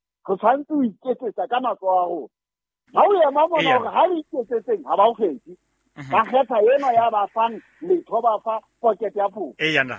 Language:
Southern Sotho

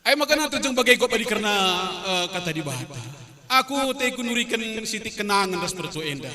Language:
Batak Karo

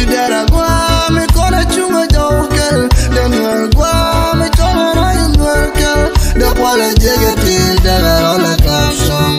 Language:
Nuer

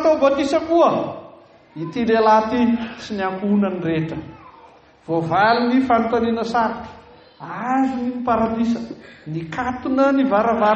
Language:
Malagasy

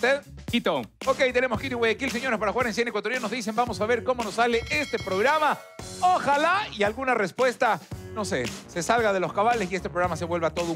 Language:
Spanish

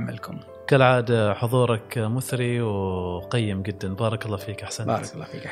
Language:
Gulf Arabic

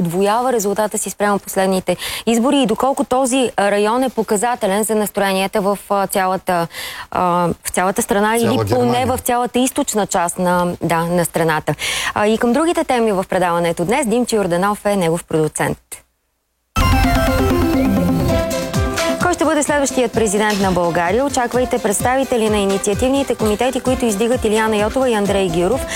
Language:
Bulgarian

